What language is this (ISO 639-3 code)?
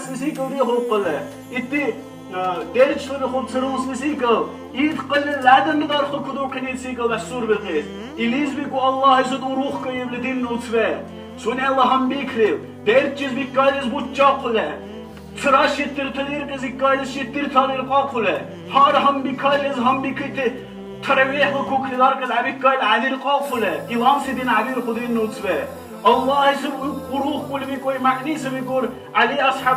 dar